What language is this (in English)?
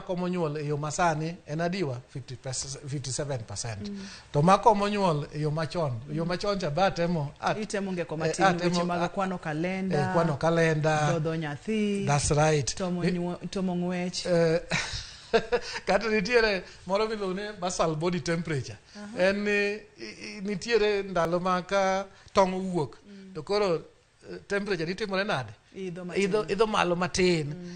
Luo (Kenya and Tanzania)